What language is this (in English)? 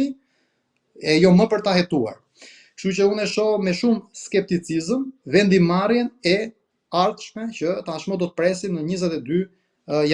Albanian